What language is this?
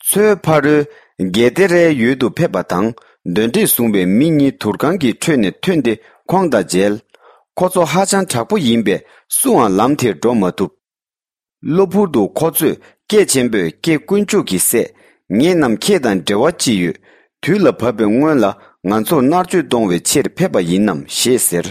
Tibetan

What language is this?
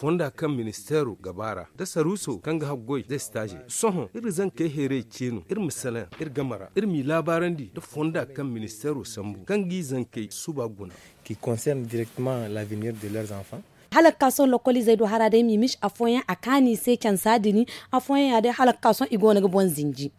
Zarma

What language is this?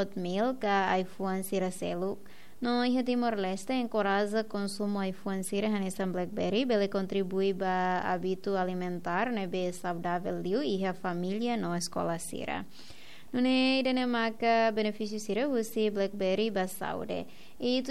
Tetum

